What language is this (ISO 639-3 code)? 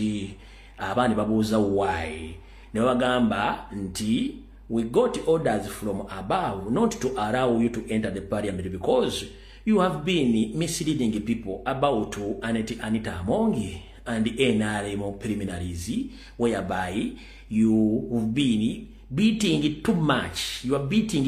lug